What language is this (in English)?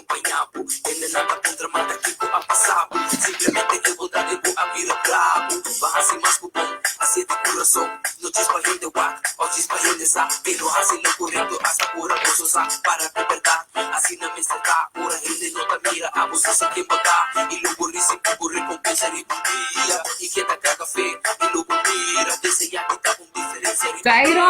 Papiamento